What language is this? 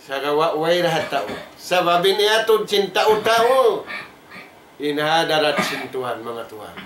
Tausug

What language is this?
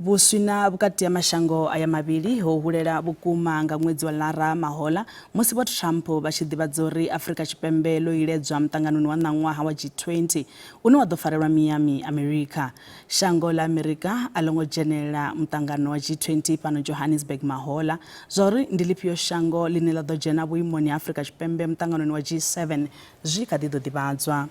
Venda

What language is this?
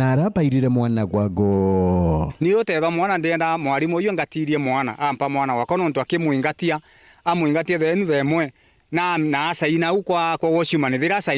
Meru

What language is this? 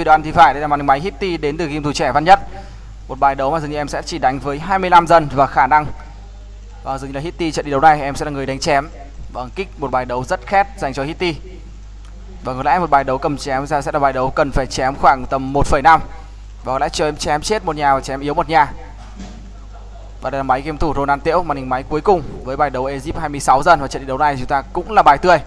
Vietnamese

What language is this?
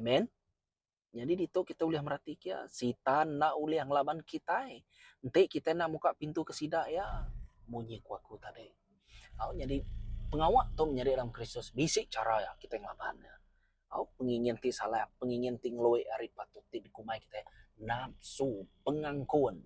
Iban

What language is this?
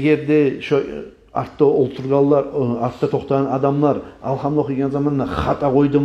Kumyk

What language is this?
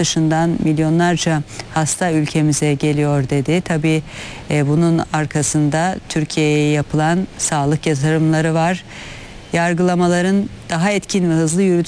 Turkish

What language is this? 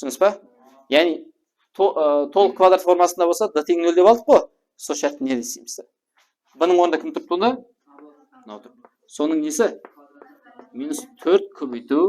Kara-Kalpak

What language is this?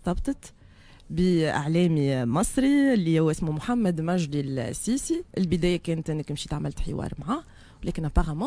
Tunisian Arabic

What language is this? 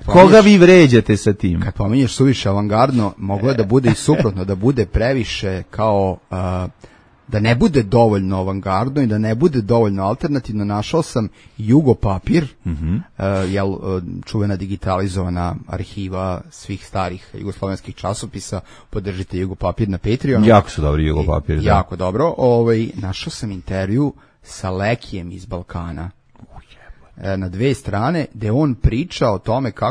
Serbian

